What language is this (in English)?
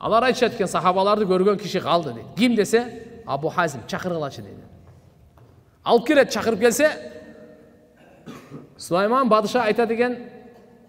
Kyrgyz